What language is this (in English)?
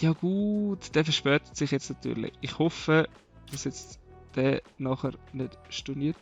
Swiss German